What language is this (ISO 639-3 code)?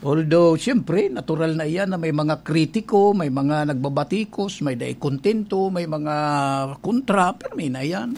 bik